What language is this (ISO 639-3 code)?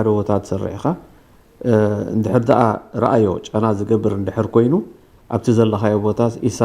tir